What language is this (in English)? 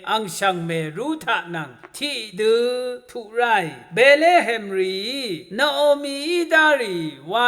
Rawang